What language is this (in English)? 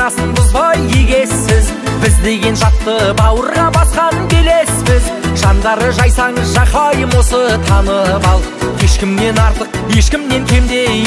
Kazakh